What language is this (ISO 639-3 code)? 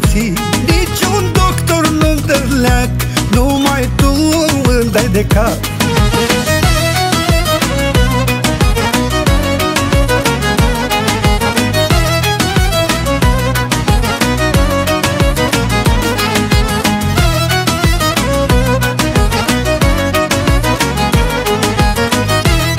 ron